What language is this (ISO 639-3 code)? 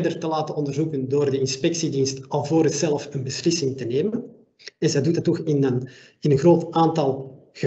nld